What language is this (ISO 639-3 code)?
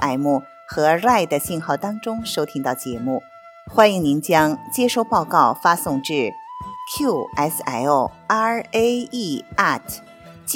zho